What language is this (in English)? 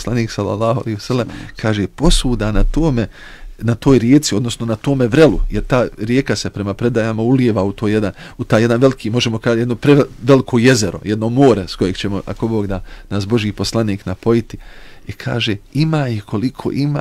Bosnian